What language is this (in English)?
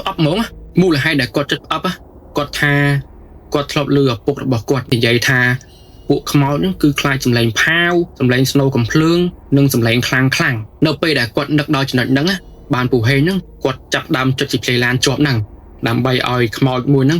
Khmer